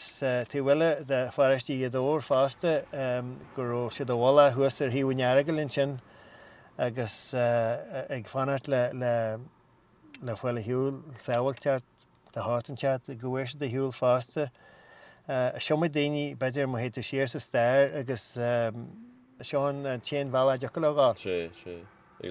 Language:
Irish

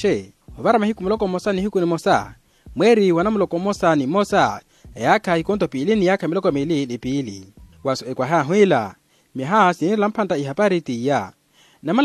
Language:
Makhuwa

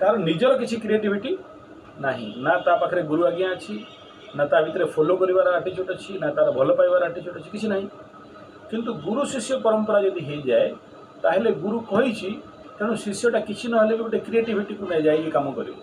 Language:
Odia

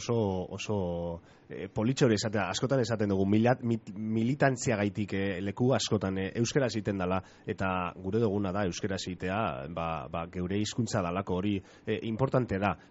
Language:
Basque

